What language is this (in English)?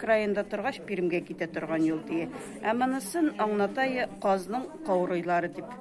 Bashkir